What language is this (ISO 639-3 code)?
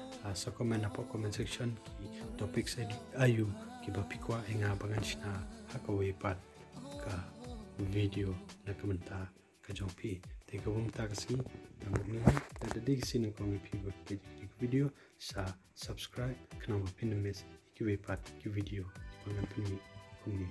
kha